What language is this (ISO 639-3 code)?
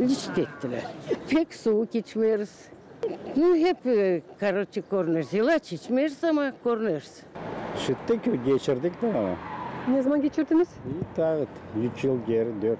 gag